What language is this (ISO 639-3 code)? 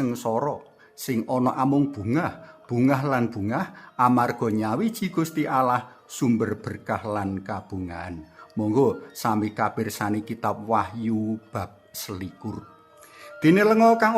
jav